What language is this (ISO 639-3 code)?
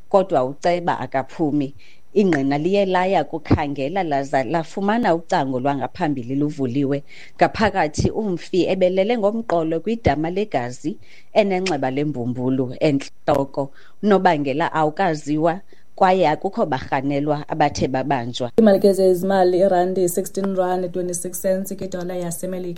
xho